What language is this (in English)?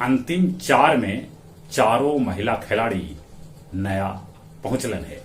Magahi